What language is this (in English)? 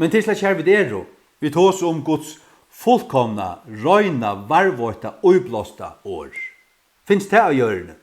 Faroese